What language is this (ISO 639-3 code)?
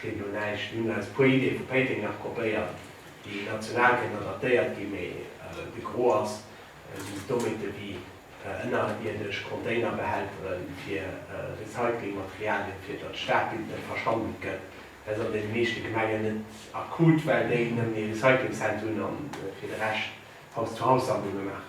ltz